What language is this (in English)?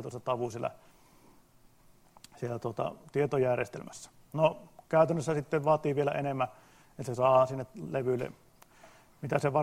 Finnish